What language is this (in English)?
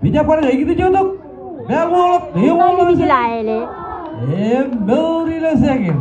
Marshallese